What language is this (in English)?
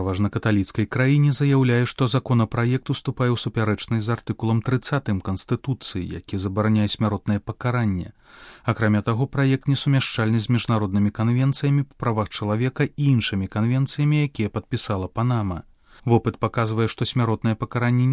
Belarusian